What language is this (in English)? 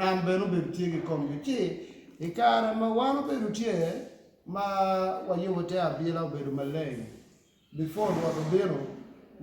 Acoli